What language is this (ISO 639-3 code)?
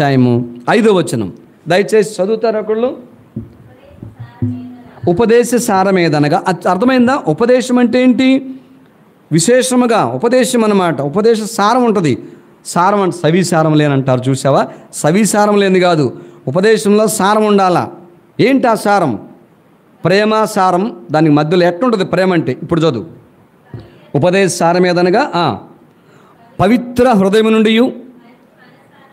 tel